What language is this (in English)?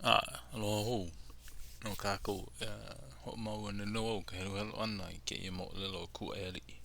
Hawaiian